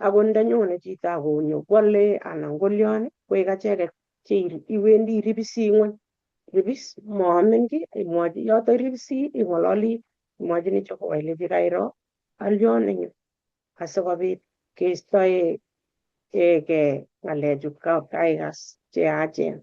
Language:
Kalenjin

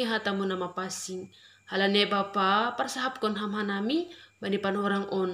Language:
Batak Simalungun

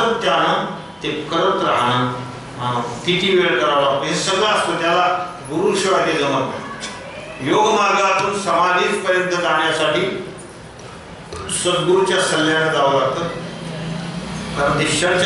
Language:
Marathi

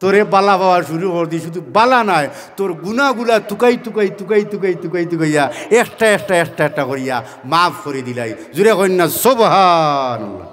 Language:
Sylheti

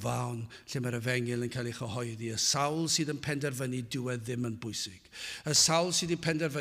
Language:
Welsh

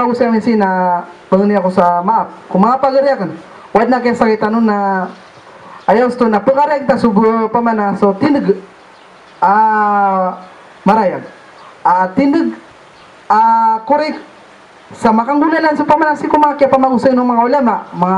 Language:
Maranao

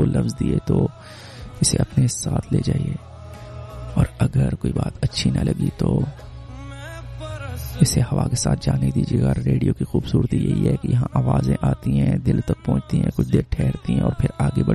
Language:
Urdu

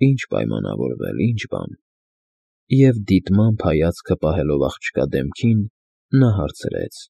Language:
Armenian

